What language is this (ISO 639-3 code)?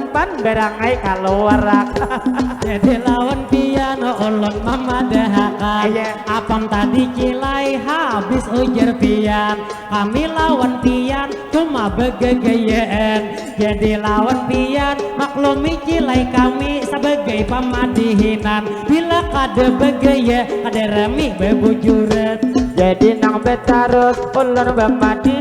bjn